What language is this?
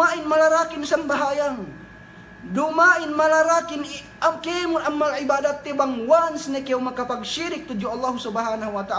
Yakan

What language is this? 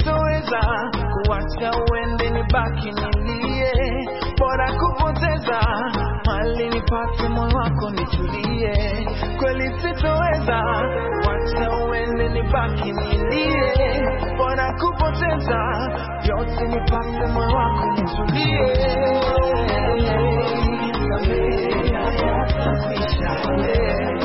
Swahili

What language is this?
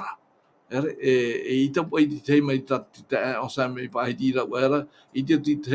Tahitian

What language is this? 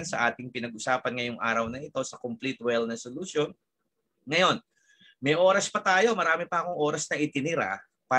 Filipino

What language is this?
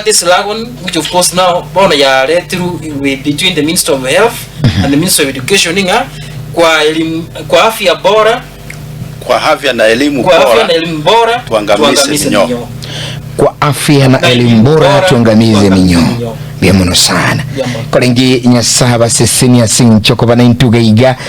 Gusii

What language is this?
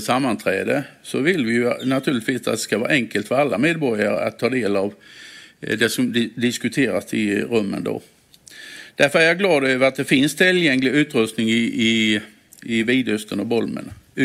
Swedish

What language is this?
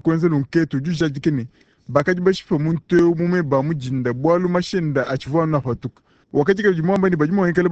Luba-Lulua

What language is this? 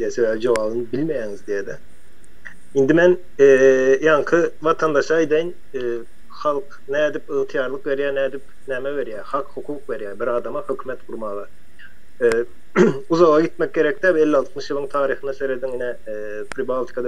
Turkmen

